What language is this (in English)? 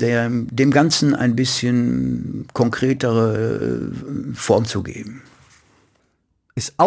German